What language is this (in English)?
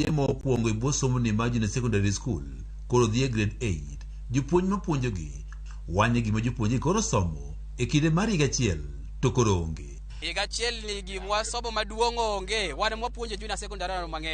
Luo (Kenya and Tanzania)